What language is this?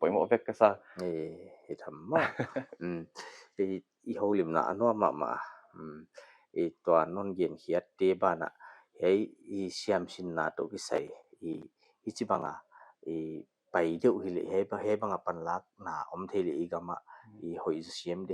Paite Chin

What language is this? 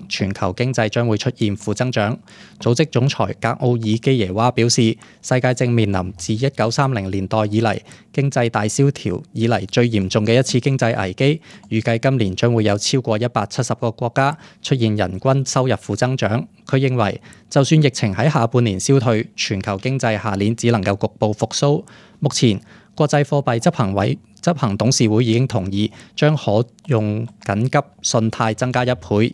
Cantonese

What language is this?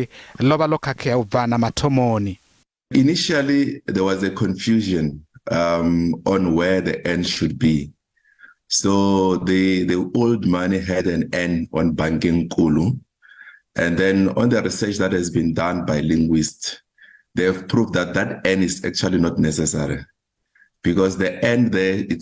Venda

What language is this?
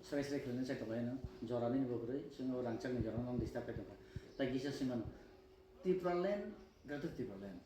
Kok Borok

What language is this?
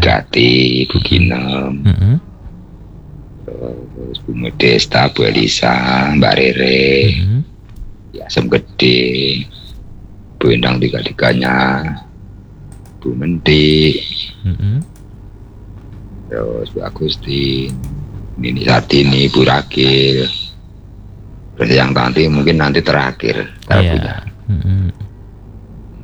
Indonesian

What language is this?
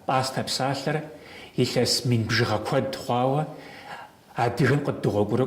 Kabardian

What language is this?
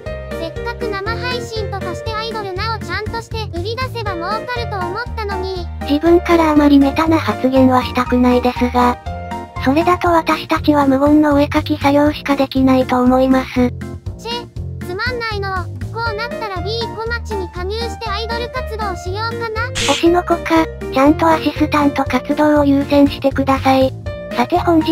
Japanese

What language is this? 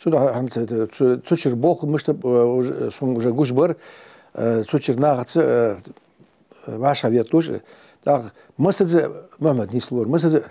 Ingush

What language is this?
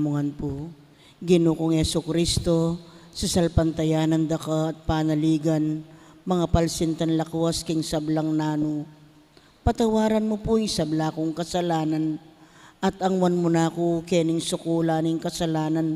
Pampanga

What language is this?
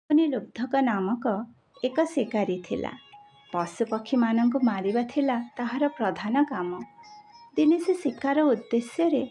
Odia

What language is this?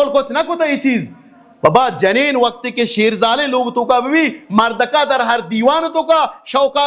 Baluchi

